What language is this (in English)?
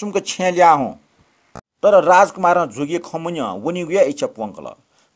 Newari